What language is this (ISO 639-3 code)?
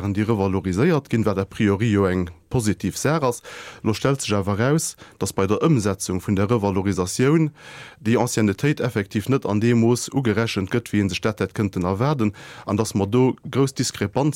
ltz